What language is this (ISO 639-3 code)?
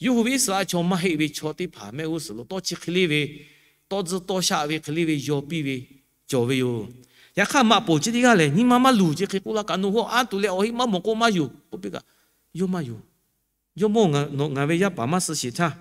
lhu